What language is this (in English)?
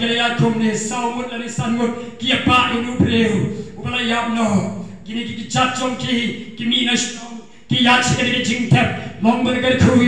Khasi